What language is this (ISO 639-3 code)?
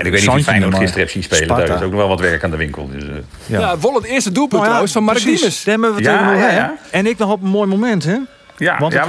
fry